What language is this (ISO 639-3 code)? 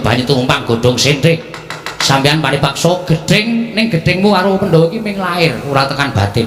jav